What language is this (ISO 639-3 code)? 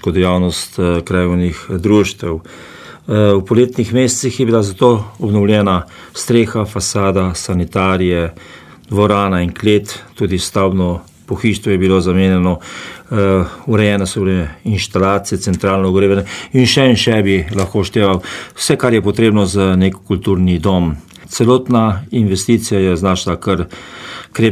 slv